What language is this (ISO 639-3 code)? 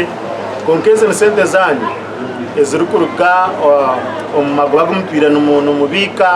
nyn